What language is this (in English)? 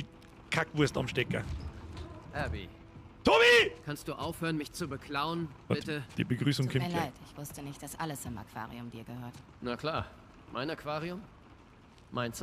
Bavarian